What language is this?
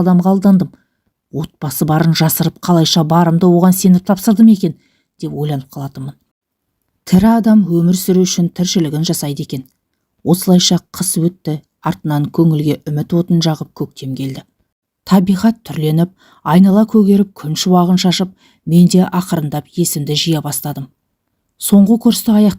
Kazakh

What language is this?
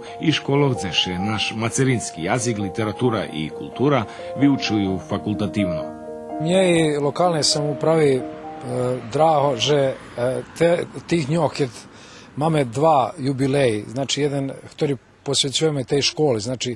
Rusyn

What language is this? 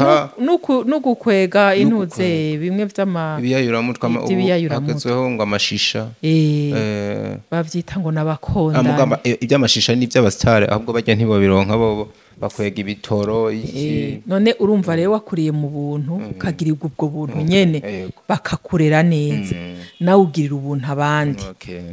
Rundi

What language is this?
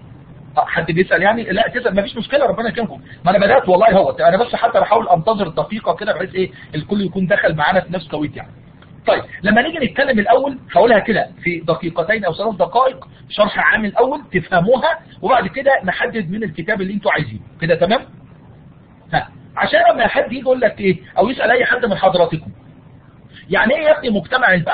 Egyptian Arabic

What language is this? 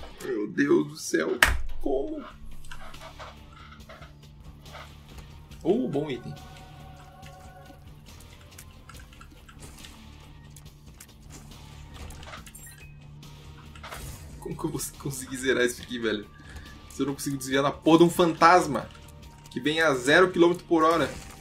Portuguese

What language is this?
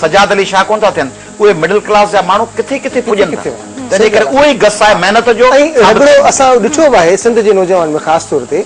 Sindhi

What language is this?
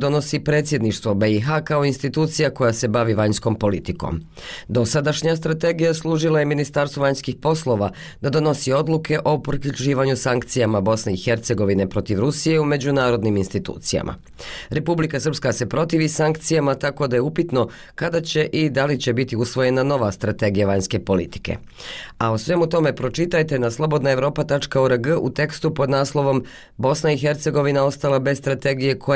Bosnian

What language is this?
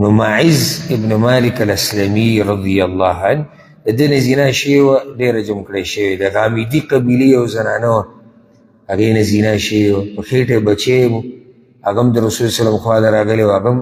Pashto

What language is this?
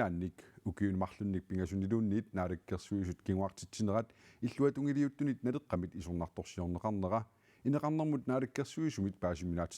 Kalaallisut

